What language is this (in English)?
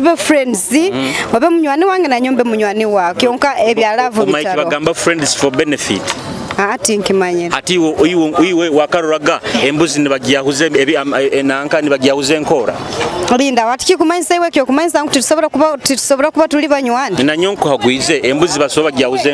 Nyoro